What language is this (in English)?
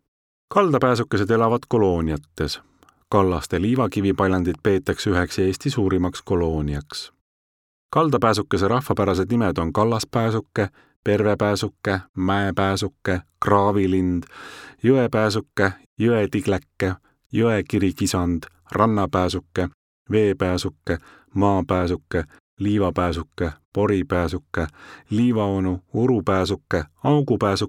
Estonian